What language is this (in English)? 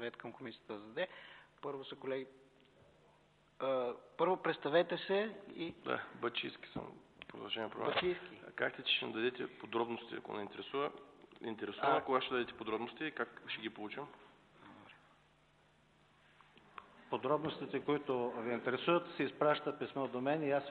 Bulgarian